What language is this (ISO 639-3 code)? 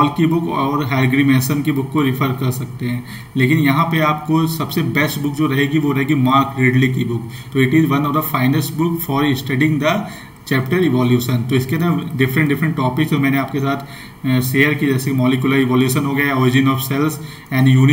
hin